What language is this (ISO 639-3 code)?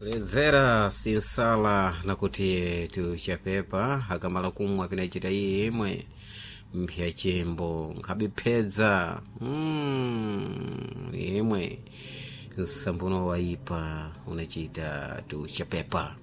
seh